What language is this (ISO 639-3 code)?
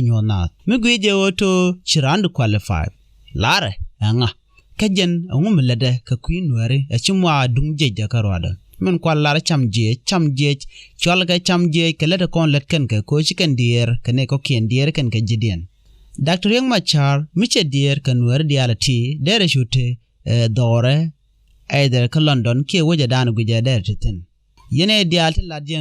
nus